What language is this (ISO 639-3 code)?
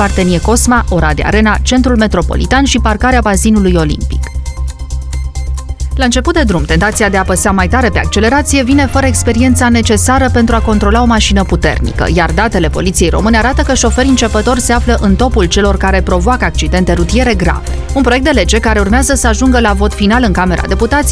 ron